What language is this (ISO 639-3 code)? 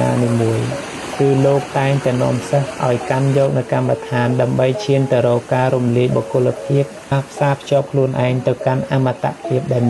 khm